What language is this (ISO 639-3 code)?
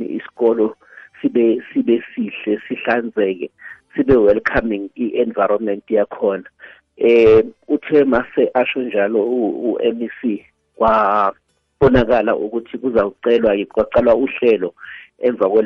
nbl